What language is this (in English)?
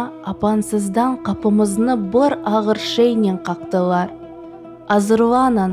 Crimean Tatar